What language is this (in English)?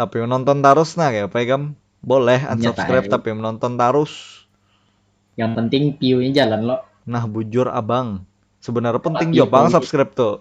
Banjar